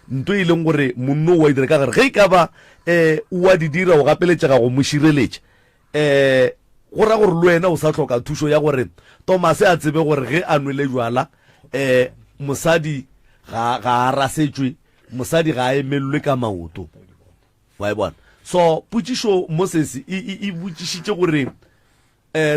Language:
Northern Sotho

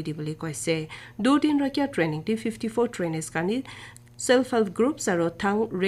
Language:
Naga Pidgin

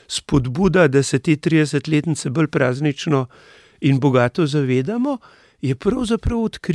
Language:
Slovenian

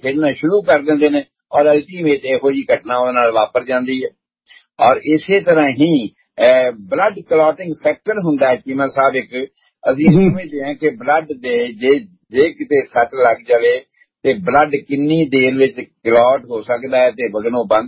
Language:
Punjabi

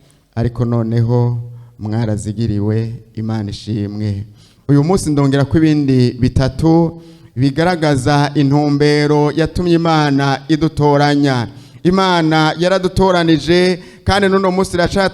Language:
Rundi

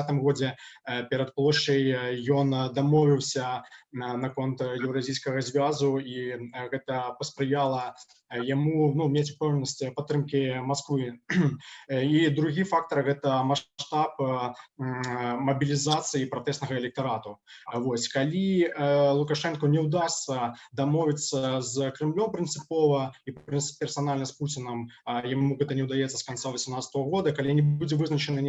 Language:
Belarusian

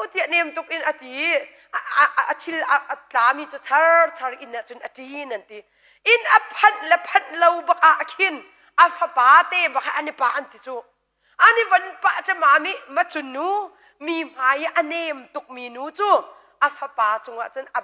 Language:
Hakha Chin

